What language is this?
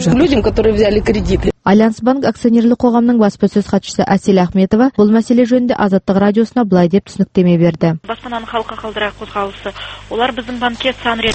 Kazakh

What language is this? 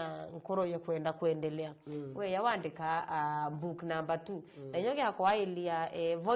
Meru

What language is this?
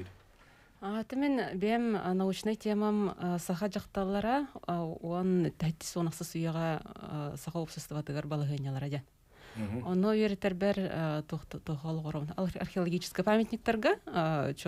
Yakut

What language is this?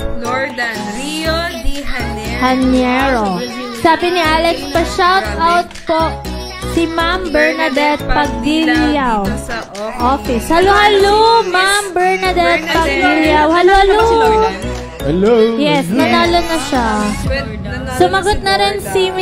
Filipino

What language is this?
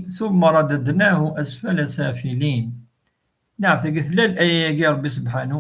Kabyle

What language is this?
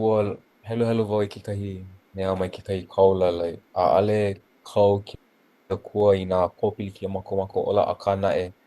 Hawaiian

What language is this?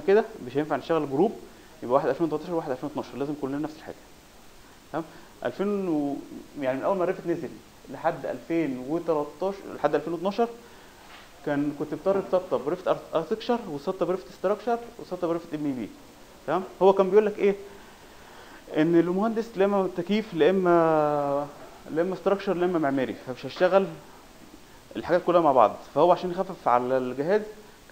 Egyptian Arabic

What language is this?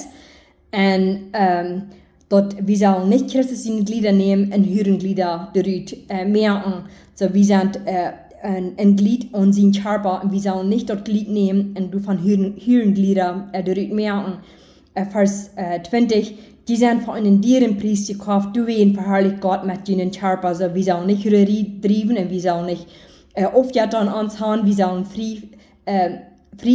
Plautdietsch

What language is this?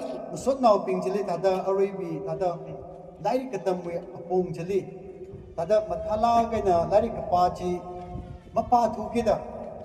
Tangkhul Naga (India)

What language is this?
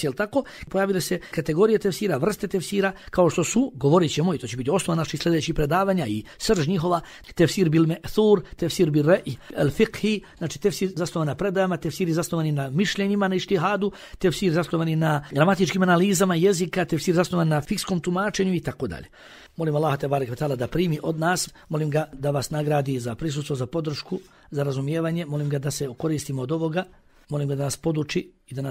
Bosnian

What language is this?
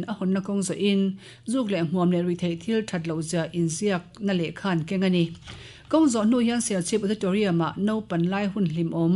Mizo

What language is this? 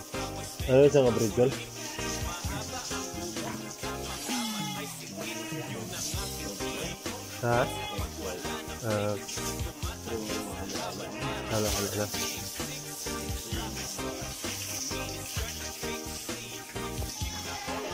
Filipino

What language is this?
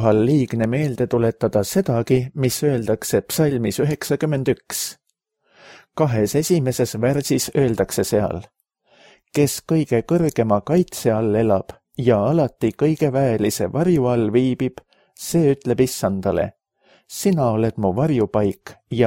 Estonian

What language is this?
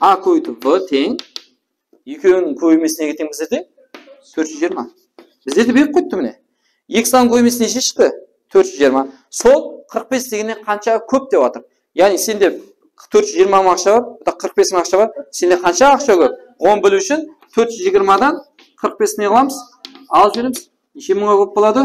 Kara-Kalpak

